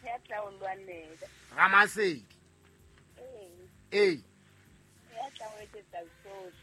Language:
Southern Sotho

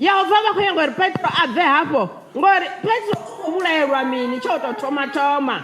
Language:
Venda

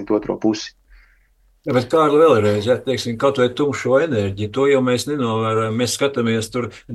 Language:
Latvian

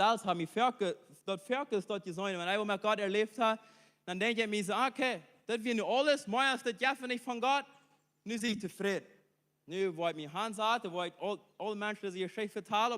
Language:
Plautdietsch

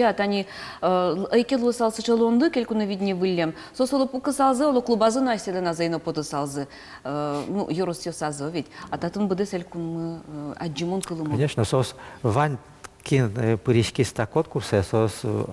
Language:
Udmurt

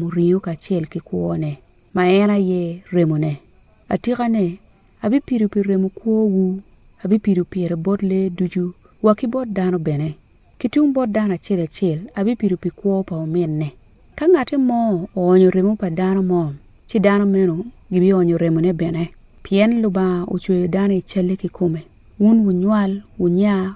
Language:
Acoli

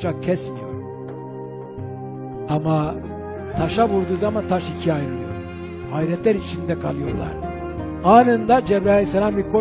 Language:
Turkish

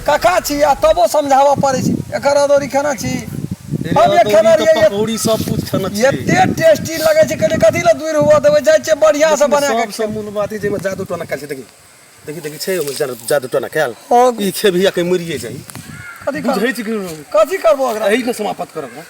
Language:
Maithili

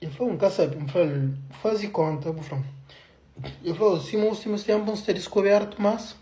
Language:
Kabuverdianu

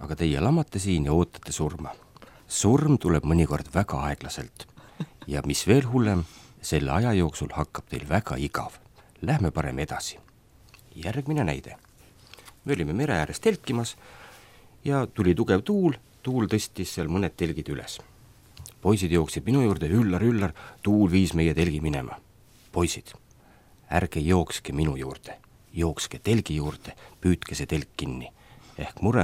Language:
Estonian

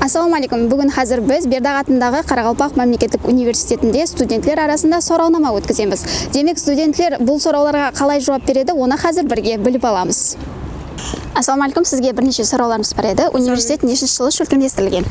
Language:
Kara-Kalpak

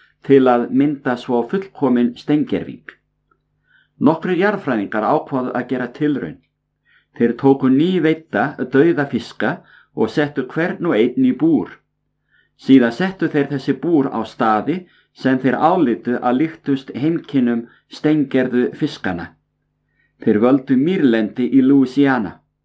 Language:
Icelandic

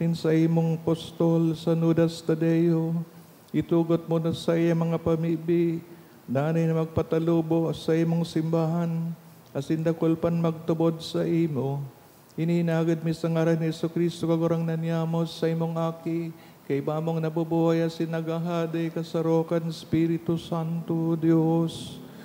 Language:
Bikol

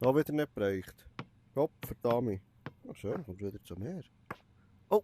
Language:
Swiss German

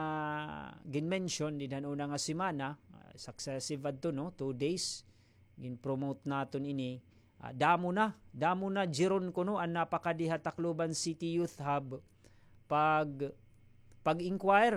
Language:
Waray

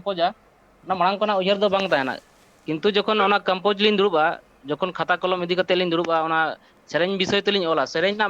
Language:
Santali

